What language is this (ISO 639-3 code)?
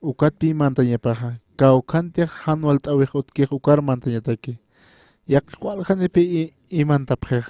aym